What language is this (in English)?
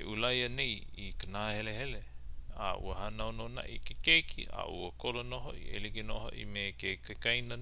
Hawaiian